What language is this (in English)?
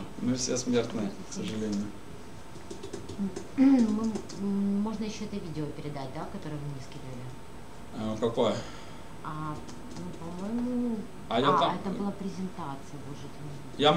Russian